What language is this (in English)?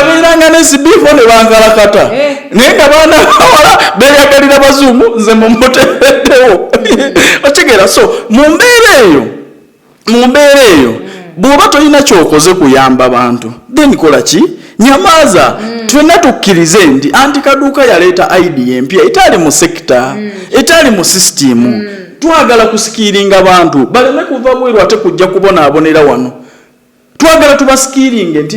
Ganda